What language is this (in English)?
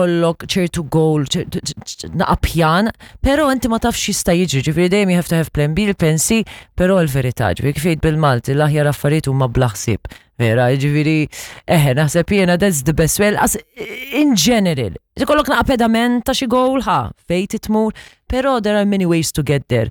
Maltese